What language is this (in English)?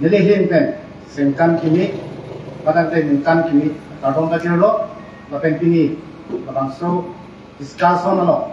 Karbi